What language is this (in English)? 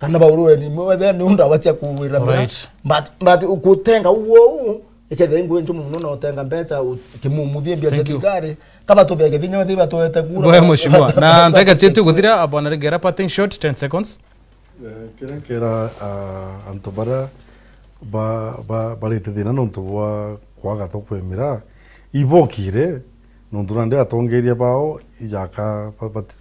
Meru